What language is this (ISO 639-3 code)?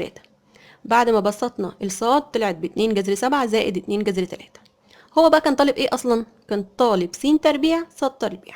arz